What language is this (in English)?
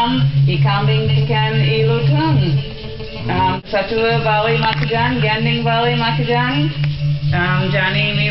Balinese